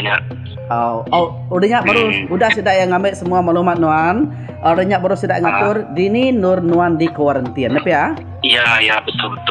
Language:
Iban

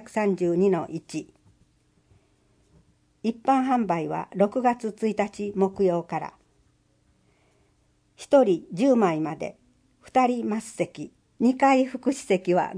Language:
Japanese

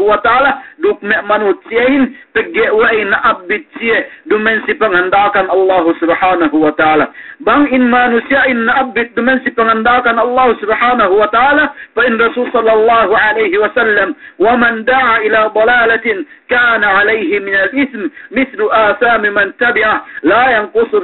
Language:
Yakan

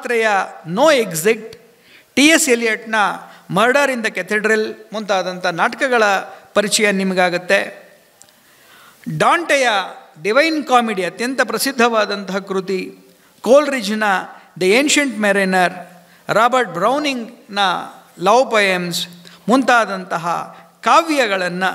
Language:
Kannada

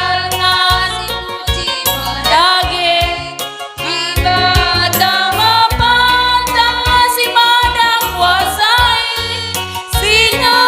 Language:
Batak Karo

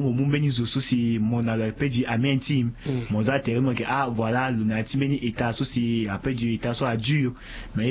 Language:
Sango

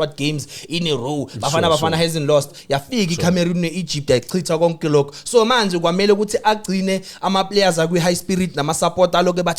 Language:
Zulu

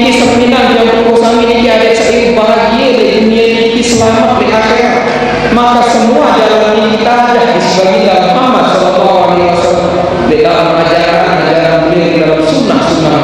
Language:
Sasak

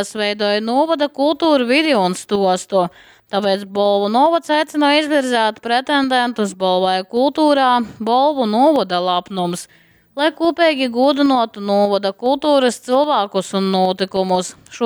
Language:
Latgalian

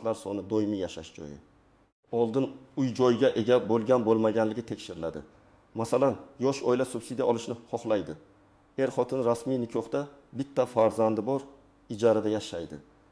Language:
Uzbek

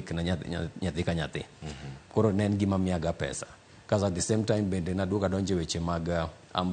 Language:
Luo (Kenya and Tanzania)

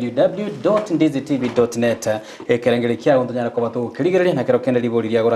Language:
Gusii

